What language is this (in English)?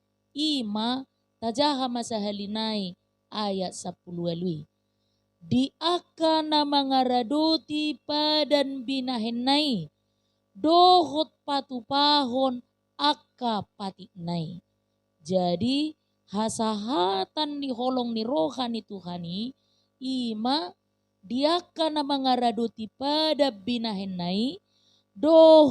Batak Toba